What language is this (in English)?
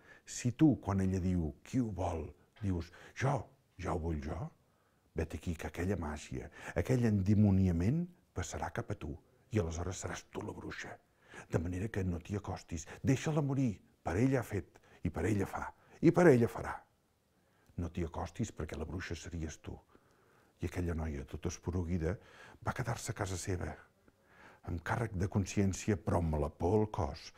Catalan